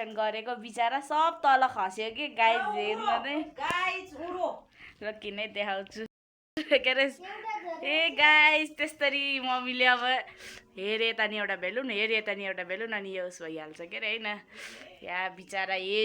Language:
Nepali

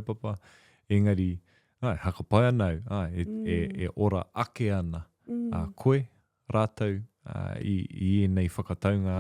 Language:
Māori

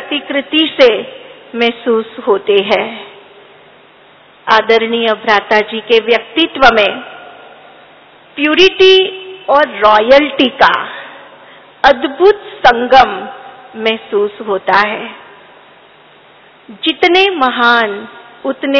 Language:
Hindi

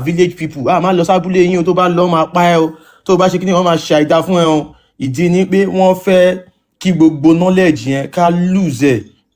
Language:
Yoruba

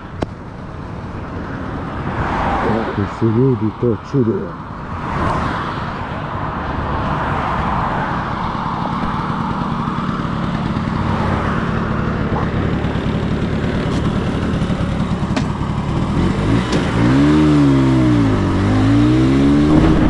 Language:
Serbian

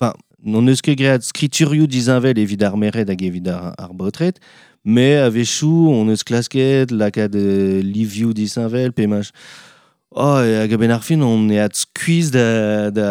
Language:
Breton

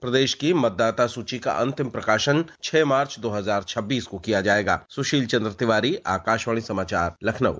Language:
Sindhi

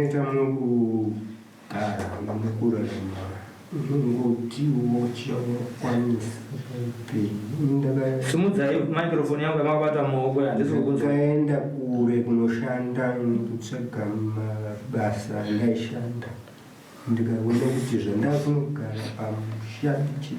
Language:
Shona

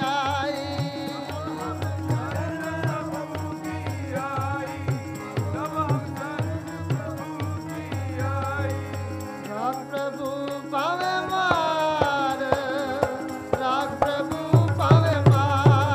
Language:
Punjabi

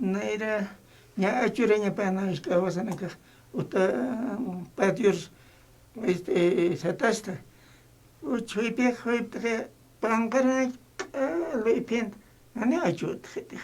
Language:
Aymara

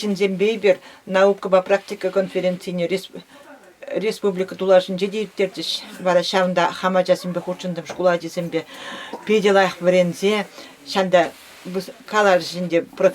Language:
Chuvash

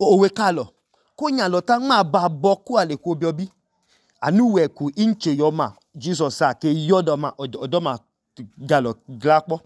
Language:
Idoma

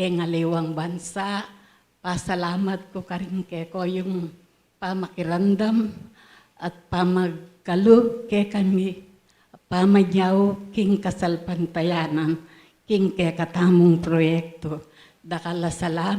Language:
Pampanga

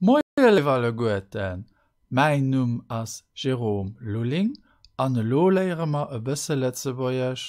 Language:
Luxembourgish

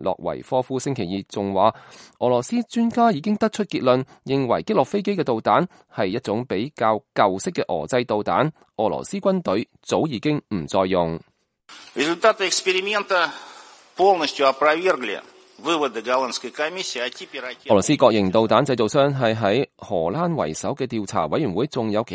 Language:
Cantonese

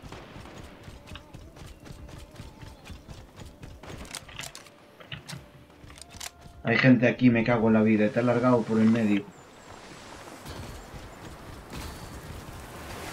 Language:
Spanish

